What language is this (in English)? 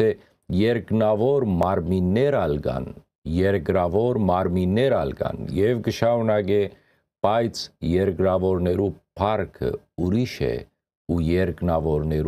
Western Armenian